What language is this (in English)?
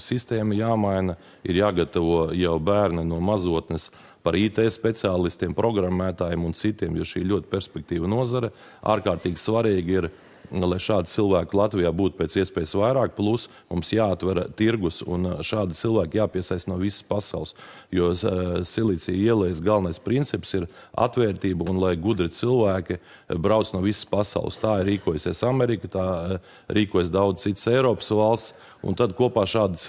Latvian